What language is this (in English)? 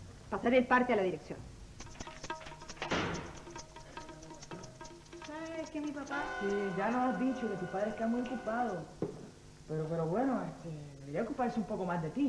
Spanish